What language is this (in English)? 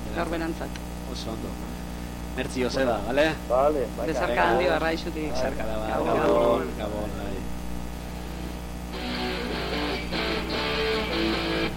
Basque